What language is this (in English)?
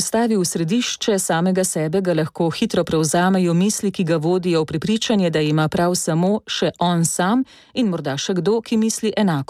Slovenian